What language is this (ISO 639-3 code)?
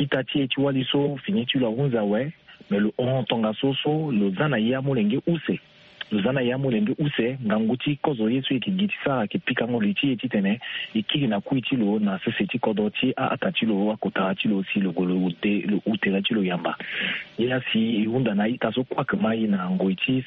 sag